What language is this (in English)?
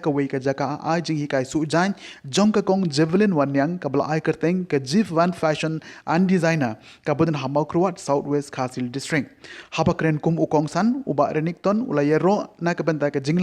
Khasi